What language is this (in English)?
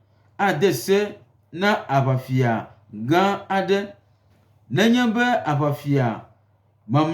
Gen